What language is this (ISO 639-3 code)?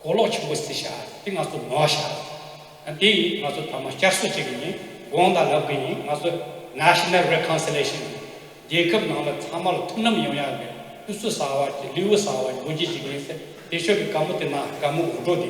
bod